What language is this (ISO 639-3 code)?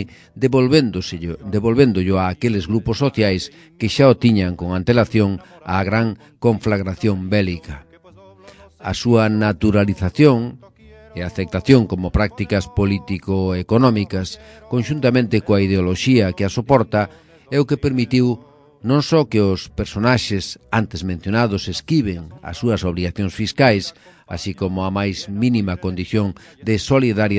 glg